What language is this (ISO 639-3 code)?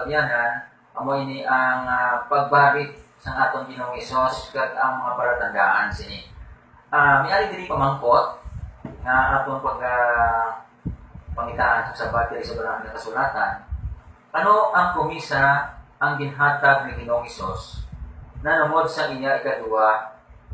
hil